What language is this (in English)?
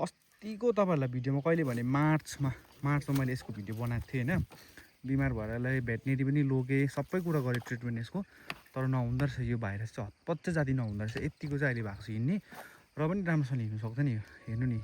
Nepali